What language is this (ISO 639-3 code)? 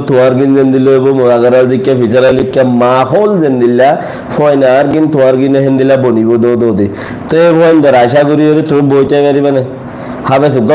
rhg